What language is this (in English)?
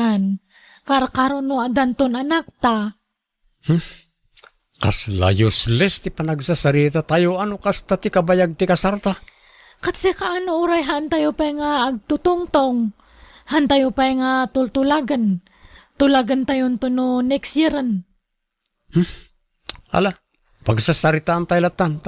Iloko